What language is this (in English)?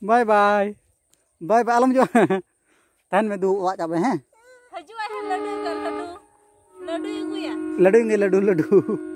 Santali